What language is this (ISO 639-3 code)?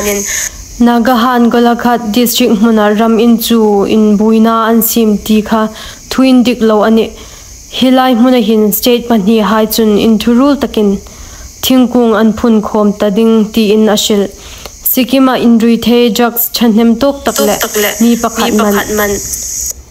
hmr